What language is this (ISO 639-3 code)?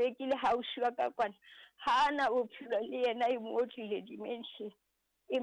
sot